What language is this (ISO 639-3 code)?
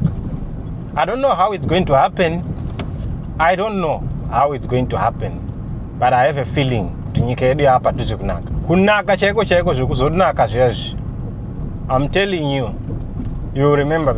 sna